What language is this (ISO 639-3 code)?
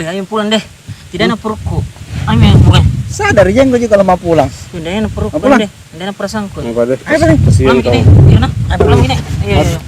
mfp